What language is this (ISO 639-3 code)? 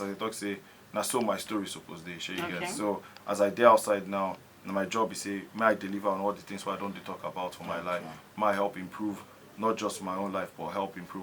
pcm